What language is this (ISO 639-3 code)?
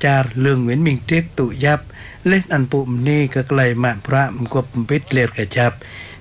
tha